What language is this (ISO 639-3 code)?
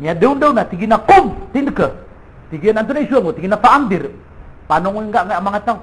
mrw